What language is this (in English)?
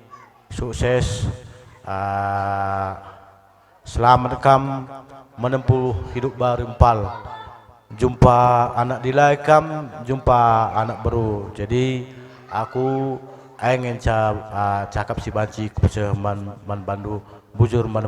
Batak Karo